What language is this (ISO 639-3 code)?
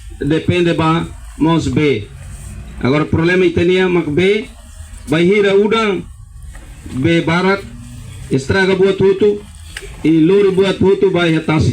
tet